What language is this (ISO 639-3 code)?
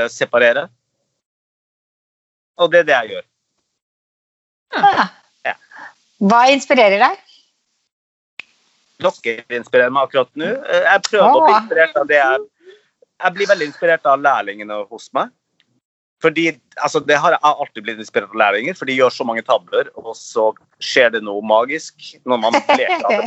nor